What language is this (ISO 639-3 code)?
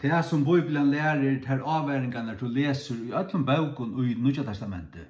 fao